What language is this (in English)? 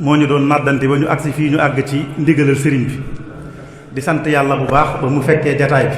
Wolof